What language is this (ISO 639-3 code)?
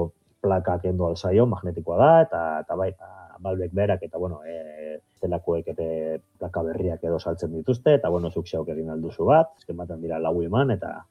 eus